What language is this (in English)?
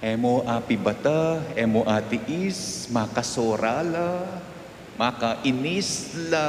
Pampanga